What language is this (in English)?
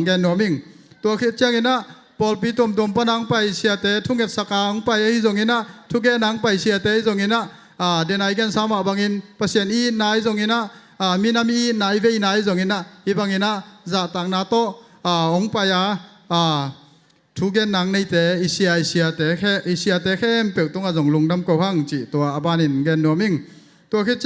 Tedim Chin